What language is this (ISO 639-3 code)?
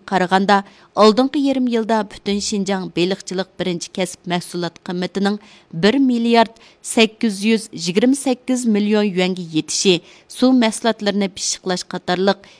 uig